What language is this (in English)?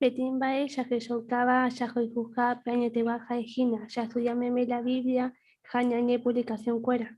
Guarani